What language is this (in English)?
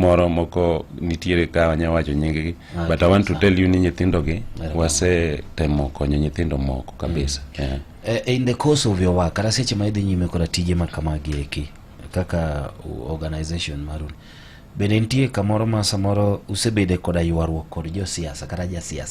Luo (Kenya and Tanzania)